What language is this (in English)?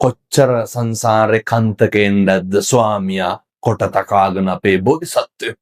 Sinhala